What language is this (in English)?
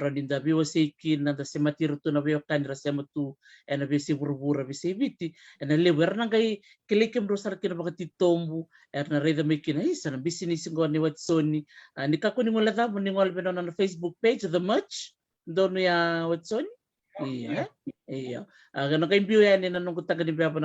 Fijian